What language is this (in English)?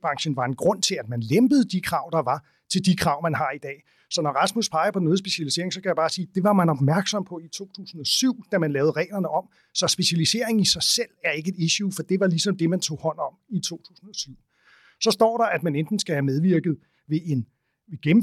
Danish